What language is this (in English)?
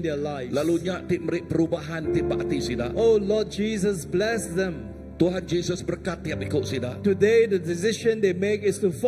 Iban